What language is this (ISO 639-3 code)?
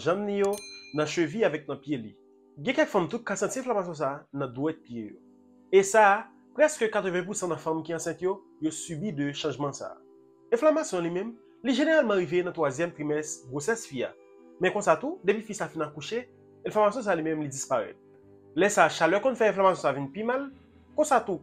hat